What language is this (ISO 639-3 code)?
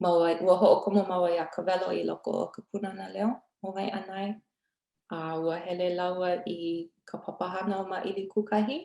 haw